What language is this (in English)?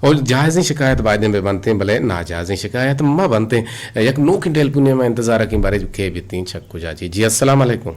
Eastern Balochi